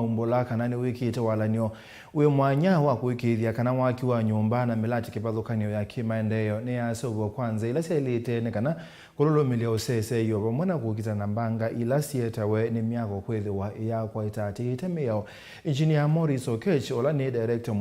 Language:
Kamba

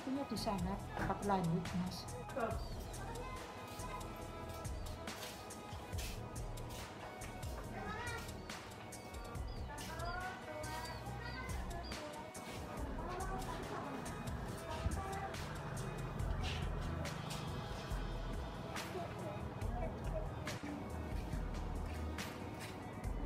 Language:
Indonesian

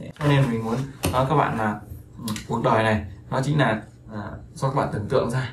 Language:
Vietnamese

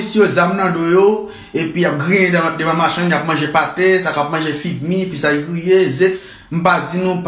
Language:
Haitian Creole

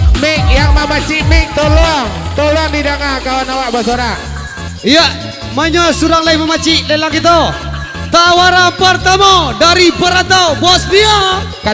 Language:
Minangkabau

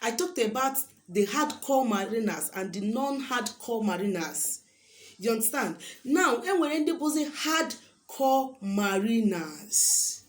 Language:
Igbo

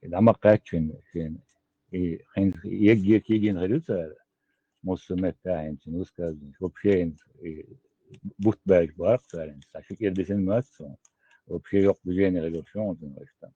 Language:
Chechen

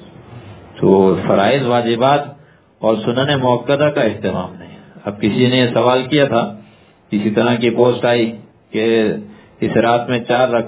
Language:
Urdu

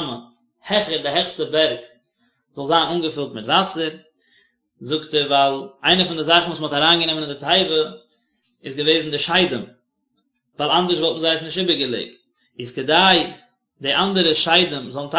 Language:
Yiddish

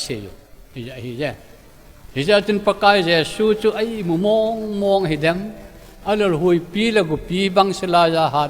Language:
Thado Chin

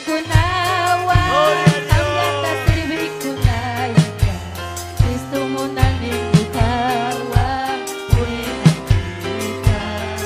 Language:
Ayacucho Quechua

